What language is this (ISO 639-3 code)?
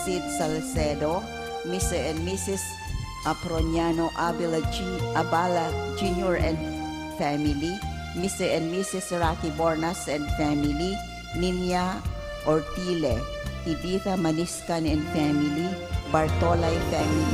bik